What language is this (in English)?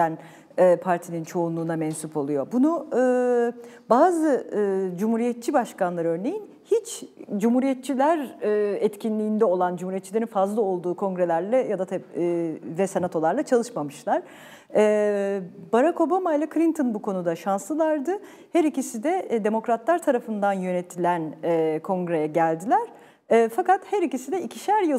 Turkish